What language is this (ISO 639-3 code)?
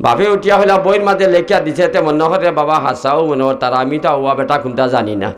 syl